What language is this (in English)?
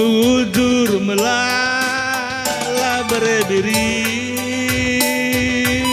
Batak Karo